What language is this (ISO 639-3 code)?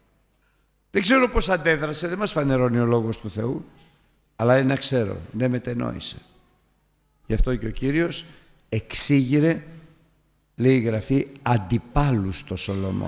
ell